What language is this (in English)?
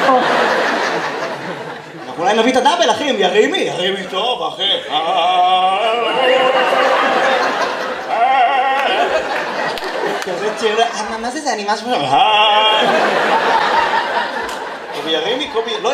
Hebrew